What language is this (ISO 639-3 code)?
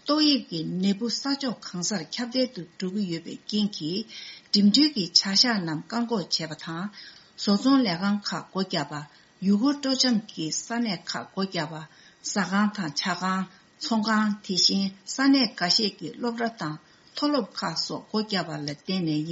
bod